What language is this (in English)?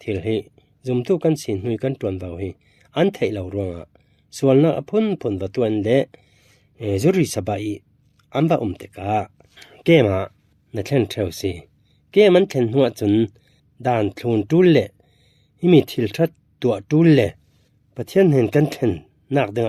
Falam Chin